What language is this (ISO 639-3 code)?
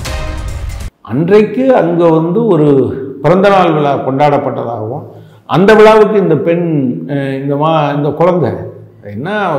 tam